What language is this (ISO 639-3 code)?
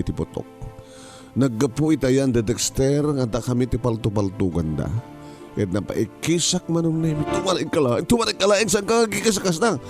ilo